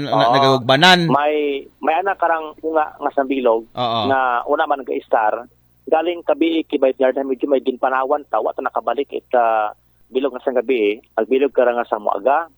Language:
Aklanon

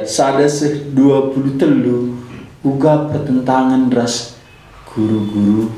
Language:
Batak Karo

